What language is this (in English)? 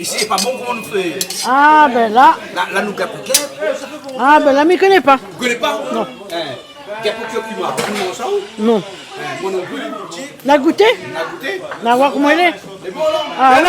Réunion Creole French